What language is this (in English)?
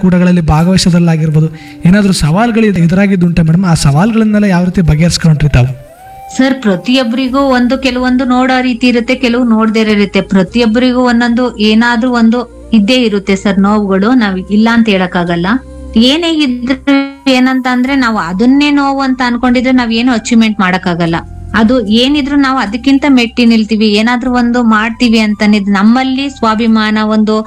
Kannada